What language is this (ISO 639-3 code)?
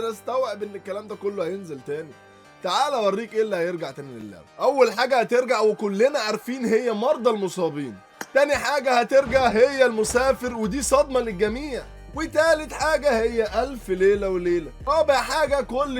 arz